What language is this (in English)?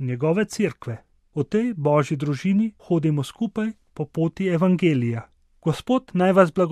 Slovenian